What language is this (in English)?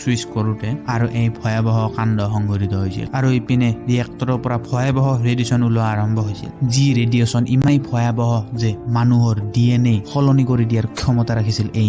Assamese